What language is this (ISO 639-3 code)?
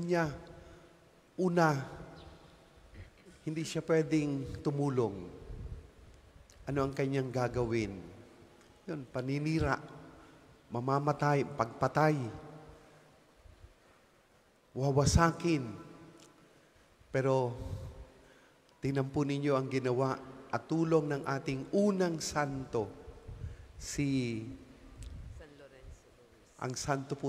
fil